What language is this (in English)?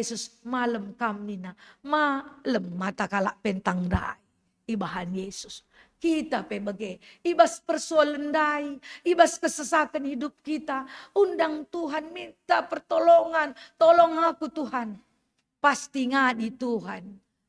Batak Karo